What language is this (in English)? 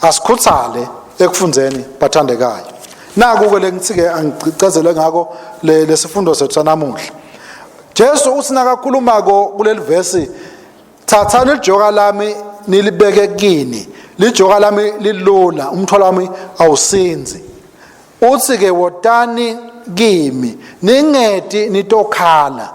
Swati